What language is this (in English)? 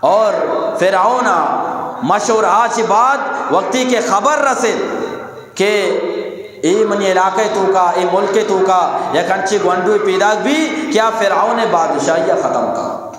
Eastern Balochi